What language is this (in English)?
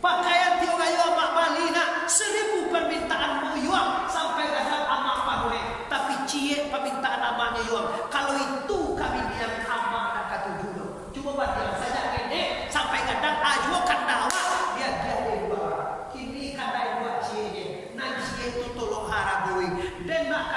Minangkabau